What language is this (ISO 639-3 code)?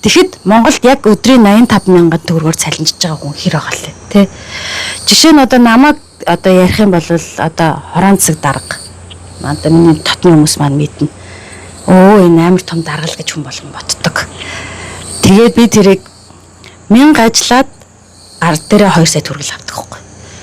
mon